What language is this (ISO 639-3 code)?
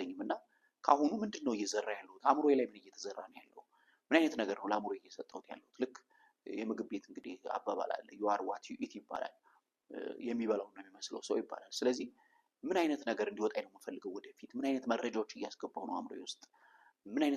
amh